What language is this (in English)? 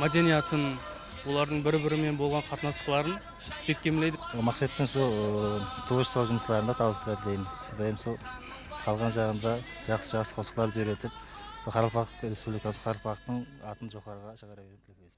Kara-Kalpak